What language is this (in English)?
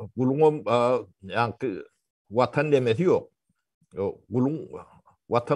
Turkmen